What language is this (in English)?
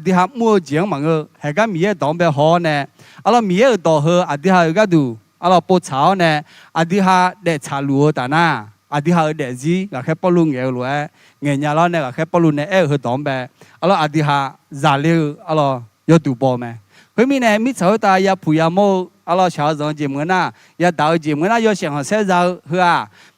Akha